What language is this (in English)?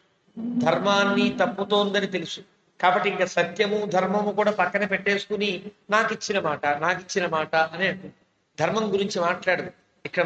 Telugu